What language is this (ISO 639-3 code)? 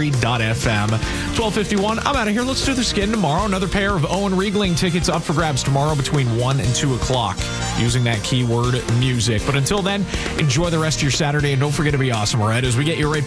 eng